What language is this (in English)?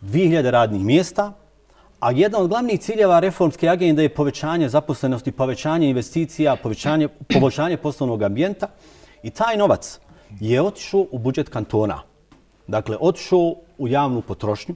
Bosnian